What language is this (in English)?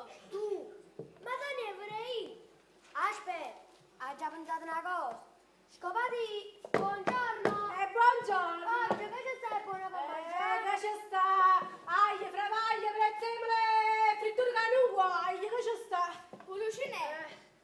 Neapolitan